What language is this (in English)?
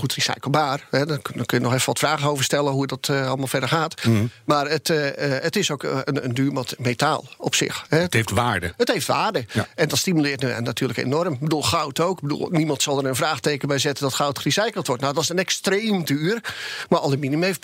Dutch